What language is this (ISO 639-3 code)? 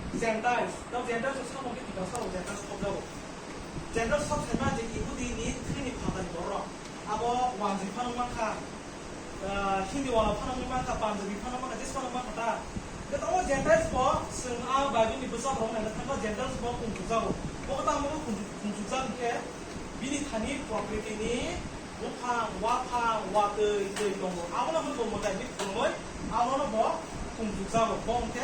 trp